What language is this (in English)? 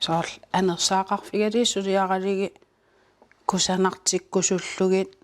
Kalaallisut